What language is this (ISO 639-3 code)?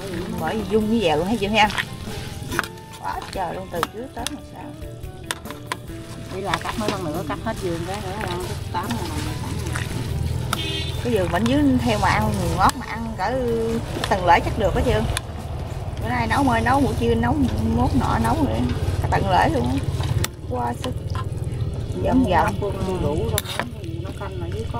vie